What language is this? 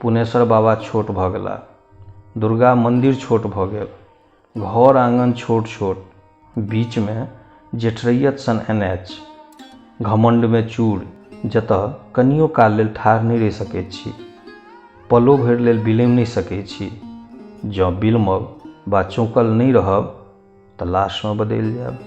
Maithili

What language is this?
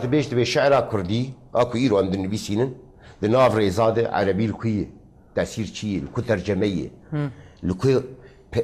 Kurdish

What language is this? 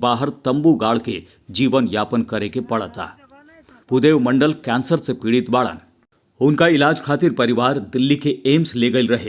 Bhojpuri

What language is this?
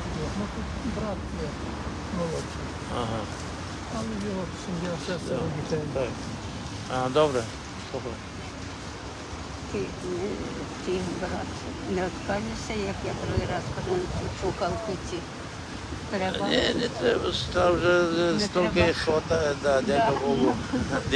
Ukrainian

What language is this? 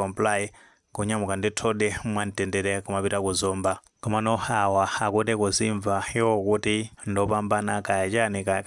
Nyanja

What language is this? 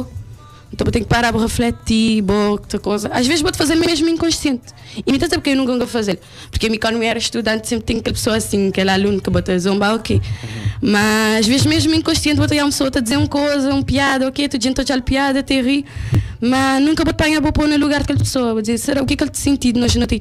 Kabuverdianu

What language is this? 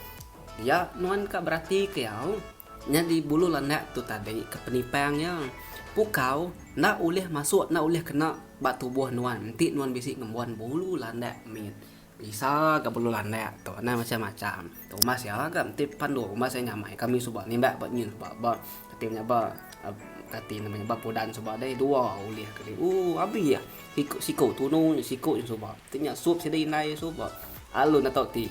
Iban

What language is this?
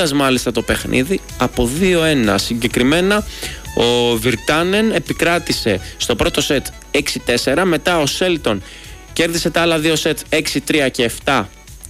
Greek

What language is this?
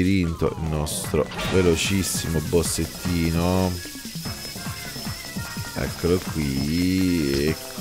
Italian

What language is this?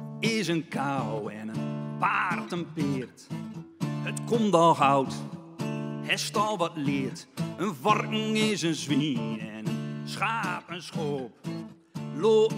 Gronings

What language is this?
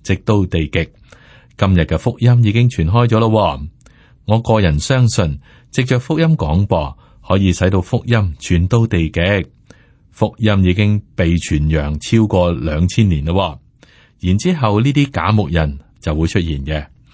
Cantonese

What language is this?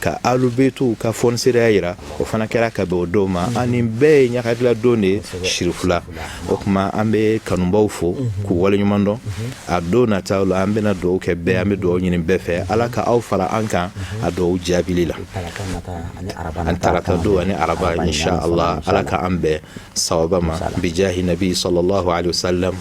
Bambara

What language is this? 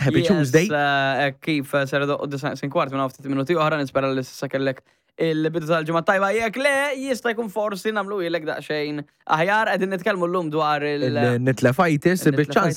Maltese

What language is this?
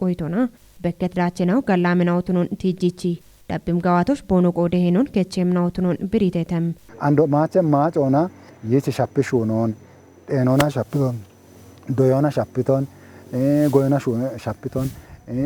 Kafa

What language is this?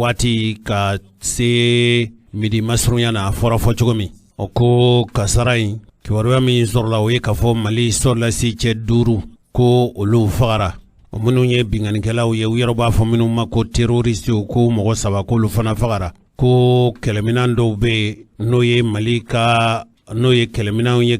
Bambara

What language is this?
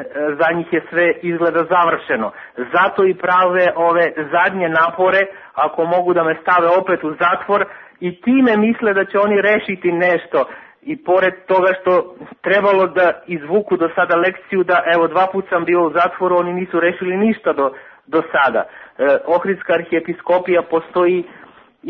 Serbian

